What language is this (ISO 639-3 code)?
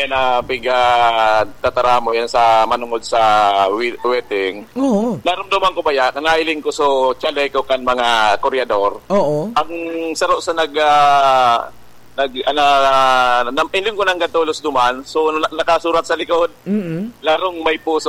bik